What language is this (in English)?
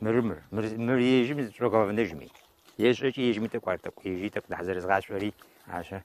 Kabardian